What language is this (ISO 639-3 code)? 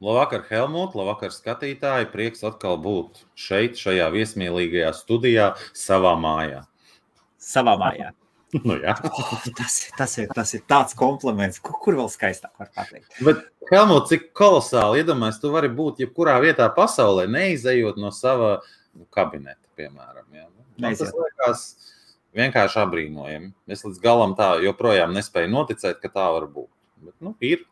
lav